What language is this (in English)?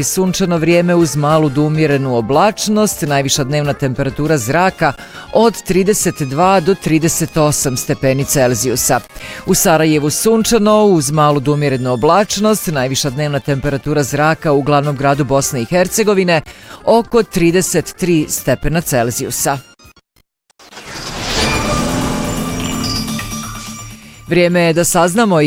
Bosnian